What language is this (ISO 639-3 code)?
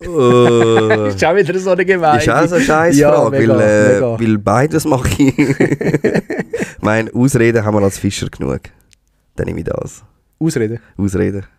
gsw